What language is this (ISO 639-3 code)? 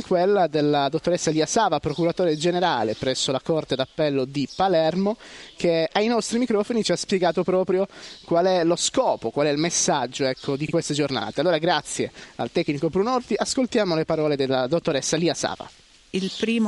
ita